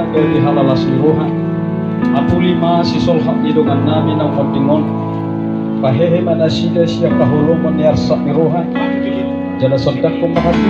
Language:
Batak Toba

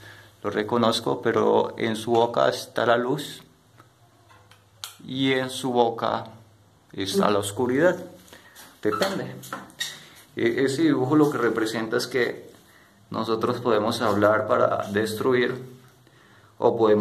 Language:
Spanish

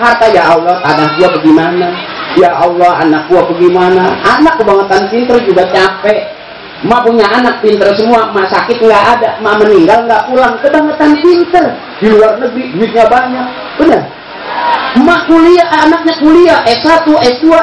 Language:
Betawi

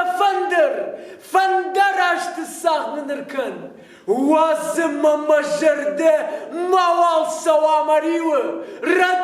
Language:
Ossetic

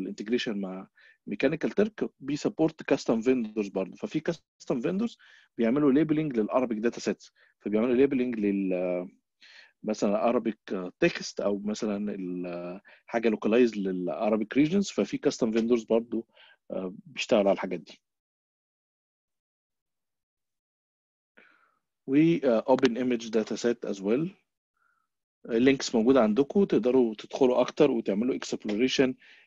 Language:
Egyptian Arabic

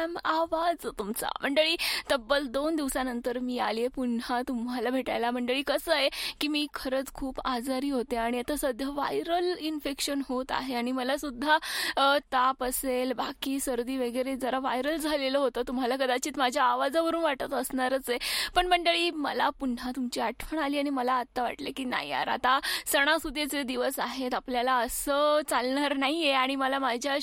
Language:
Marathi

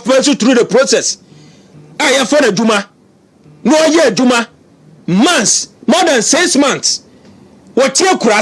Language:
Akan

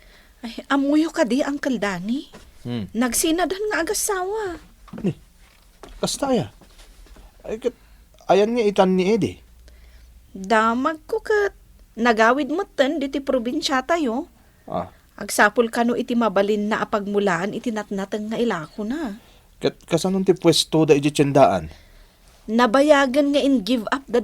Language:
Iloko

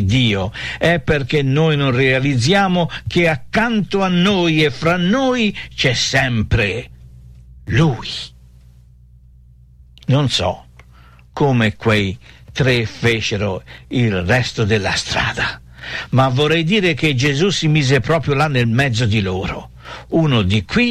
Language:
Italian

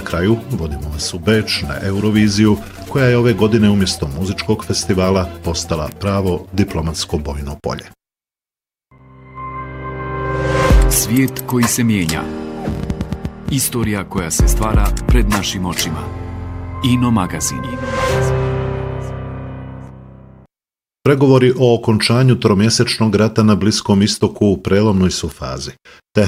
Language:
Bosnian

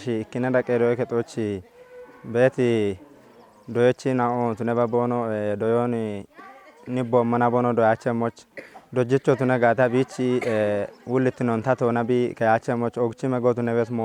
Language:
Kafa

